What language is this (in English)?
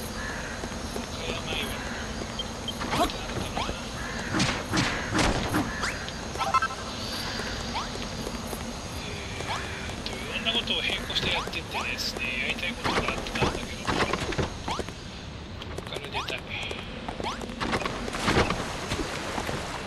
Japanese